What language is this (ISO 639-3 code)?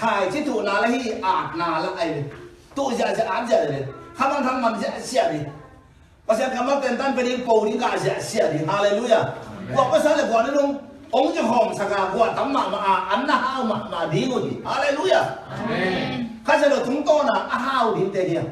ctd